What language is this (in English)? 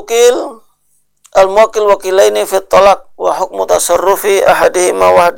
Indonesian